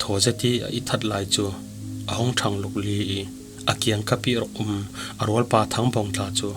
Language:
Falam Chin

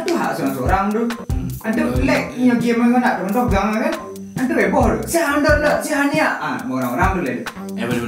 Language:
Minangkabau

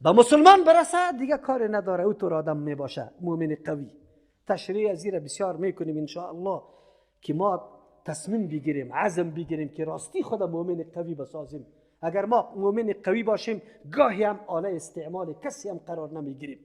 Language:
Persian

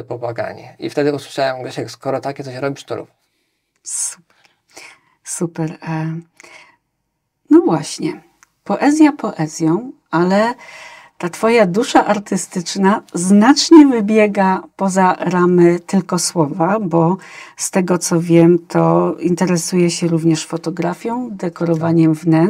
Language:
Polish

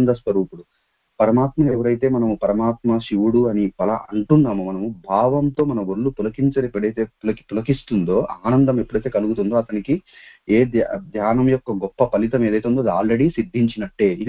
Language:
Telugu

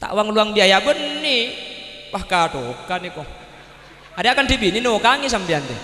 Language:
Madurese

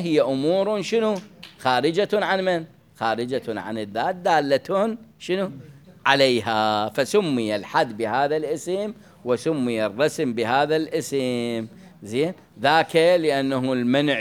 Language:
Mesopotamian Arabic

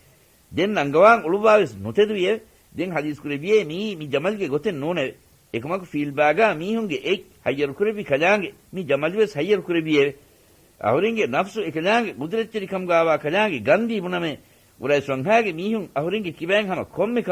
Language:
Divehi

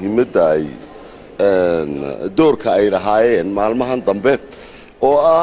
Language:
Somali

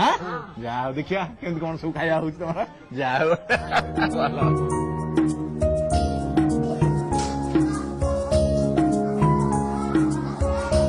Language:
Odia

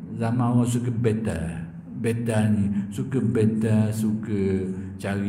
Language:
Malay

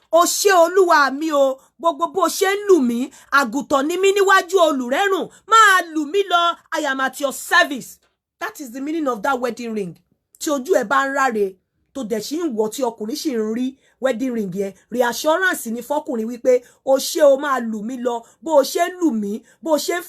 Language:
Yoruba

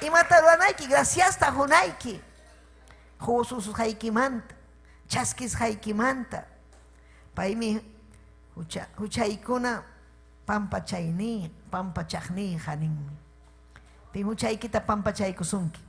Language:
Ayacucho Quechua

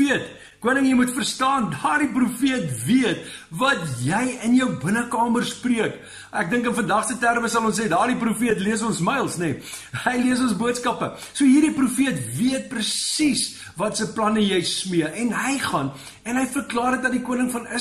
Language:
Afrikaans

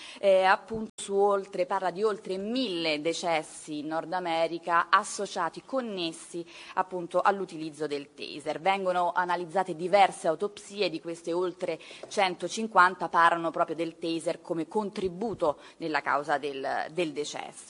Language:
Italian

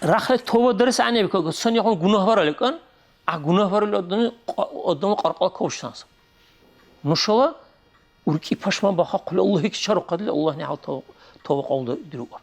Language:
Dargwa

